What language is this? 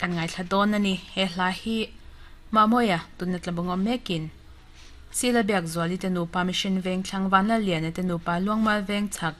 Mizo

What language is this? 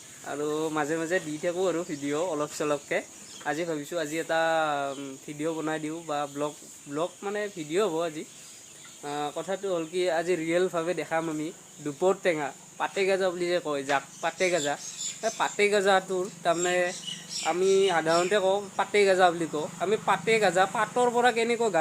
Assamese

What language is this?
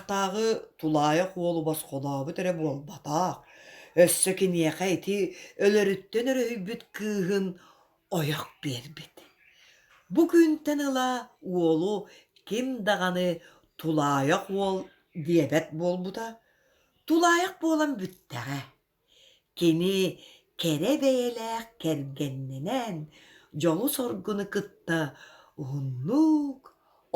Yakut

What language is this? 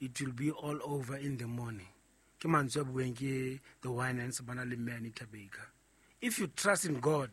Southern Sotho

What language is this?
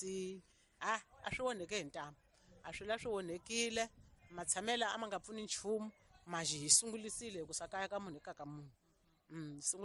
Tsonga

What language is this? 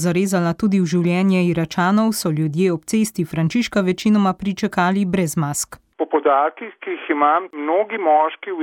Slovenian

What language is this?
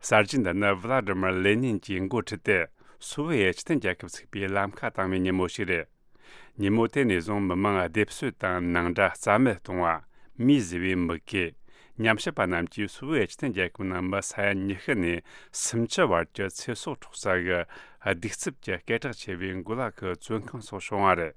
Tibetan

